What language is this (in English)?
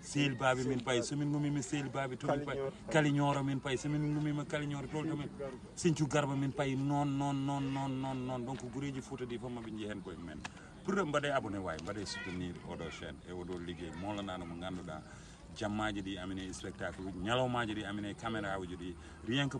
Fula